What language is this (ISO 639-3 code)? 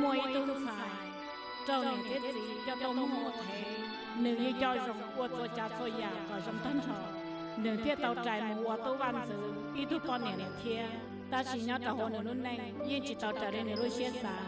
hmn